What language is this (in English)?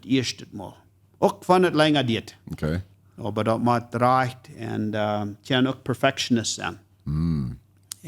Plautdietsch